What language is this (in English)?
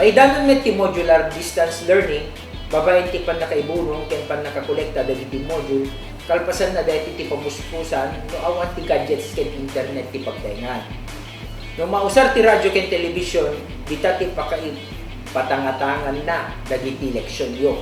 Iloko